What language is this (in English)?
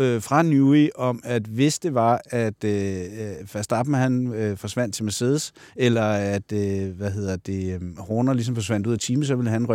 Danish